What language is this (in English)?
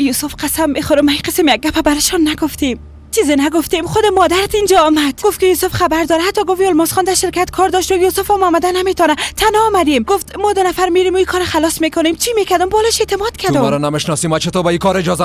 Persian